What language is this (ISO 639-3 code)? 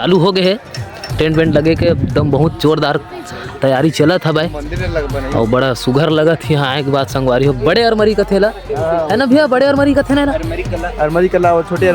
hne